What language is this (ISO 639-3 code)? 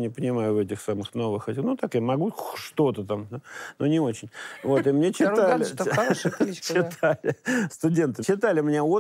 rus